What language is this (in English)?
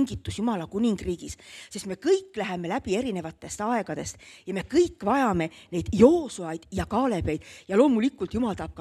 Estonian